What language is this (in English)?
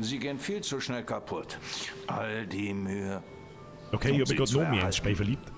Bavarian